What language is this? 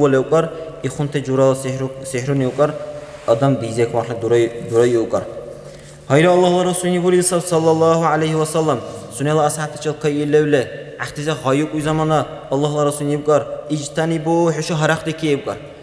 Dargwa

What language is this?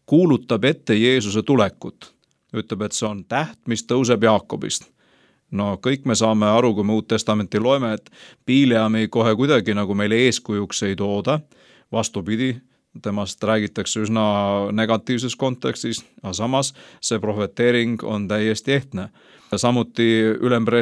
Estonian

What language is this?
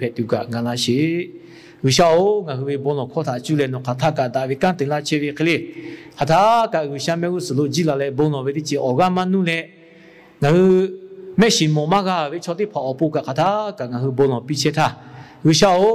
Lahu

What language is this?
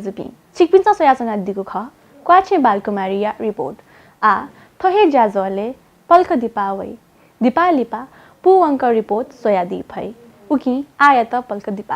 Newari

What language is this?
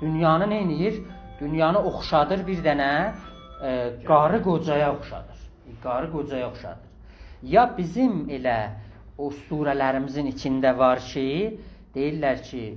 South Azerbaijani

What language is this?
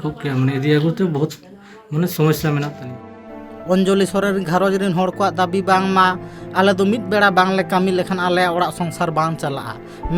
Santali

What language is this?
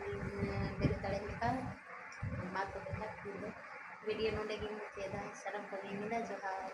Santali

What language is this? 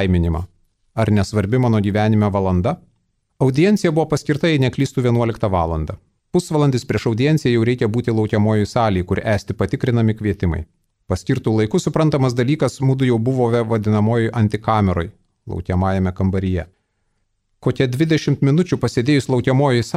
Lithuanian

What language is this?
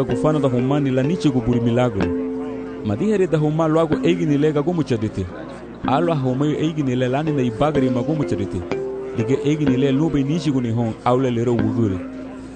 Garifuna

